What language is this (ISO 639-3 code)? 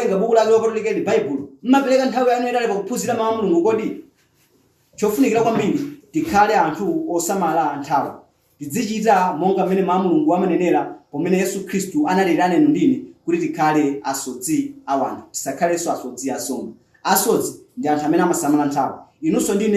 nya